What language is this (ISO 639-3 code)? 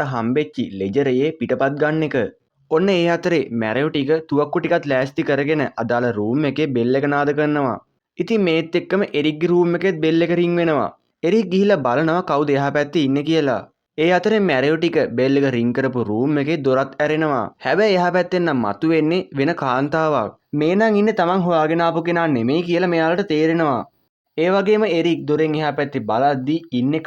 sin